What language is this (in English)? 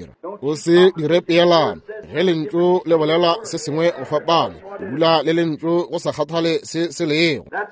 Northern Sotho